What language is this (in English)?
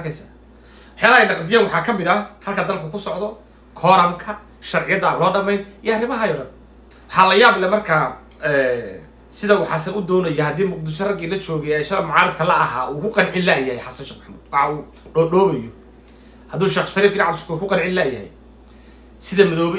Somali